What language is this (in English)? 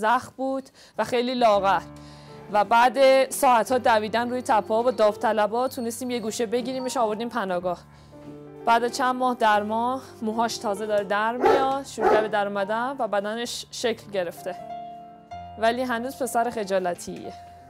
Persian